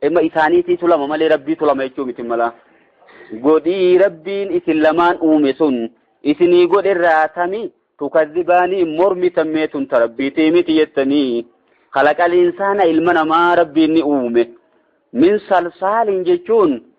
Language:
Oromo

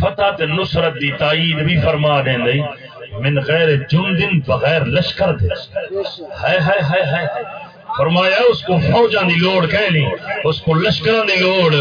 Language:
Saraiki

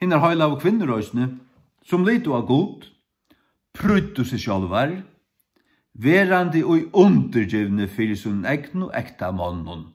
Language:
Faroese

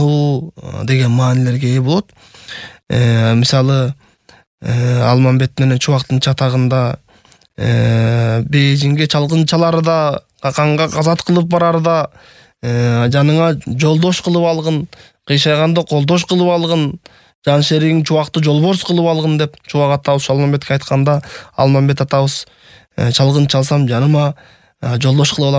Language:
Kyrgyz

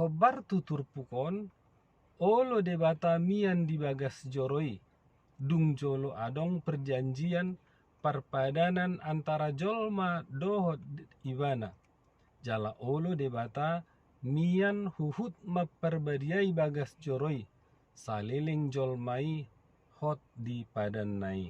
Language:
Batak Toba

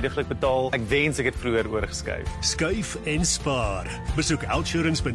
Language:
Afrikaans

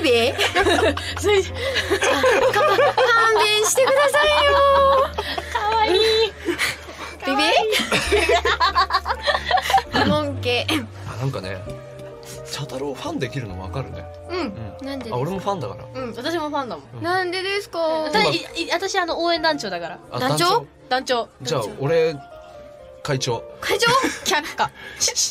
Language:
Japanese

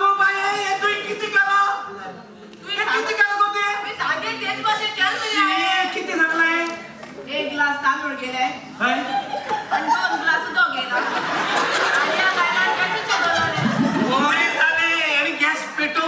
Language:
Konkani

